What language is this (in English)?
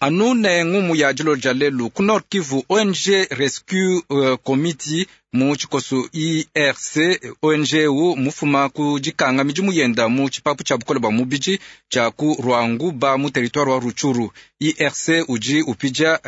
Luba-Lulua